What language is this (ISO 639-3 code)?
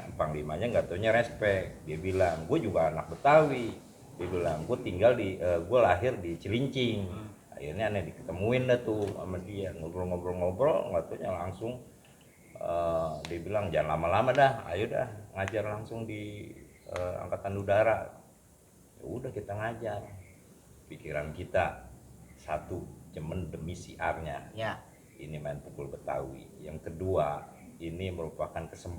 bew